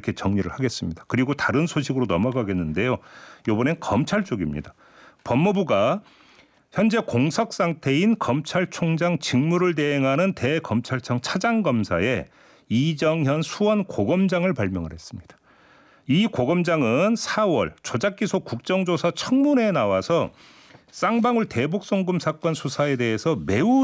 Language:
Korean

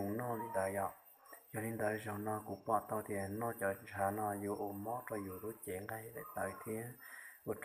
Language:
Hmong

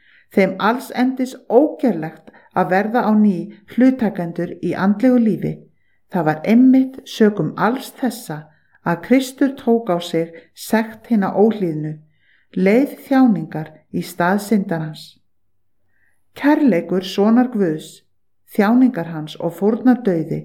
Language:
Icelandic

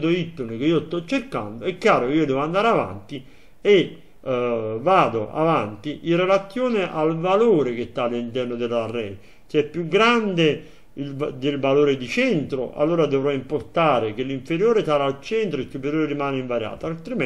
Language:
Italian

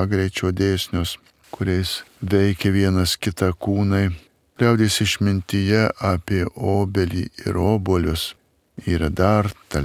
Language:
Lithuanian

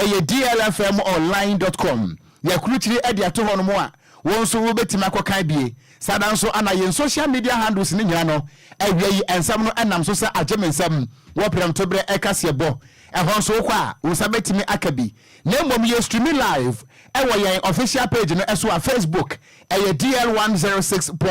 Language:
Akan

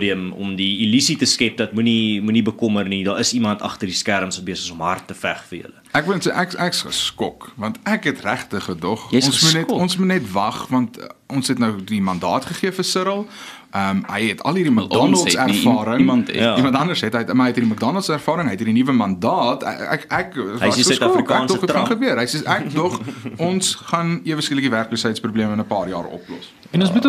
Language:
Afrikaans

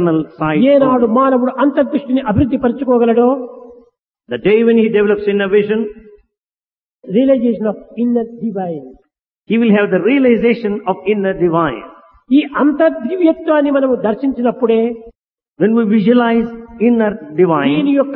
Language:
Telugu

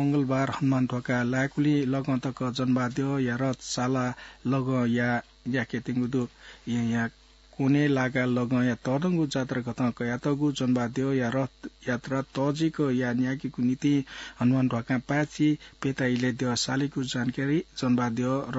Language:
Newari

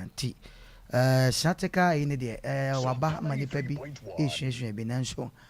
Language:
Akan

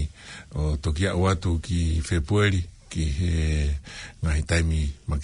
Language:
Tongan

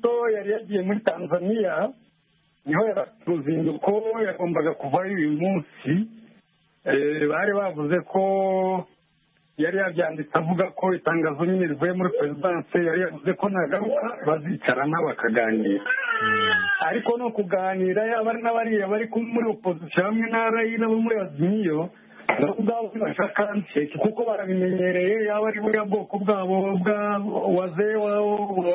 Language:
Kinyarwanda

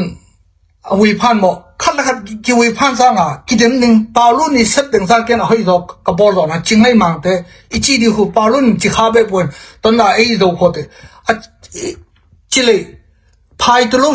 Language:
Tedim Chin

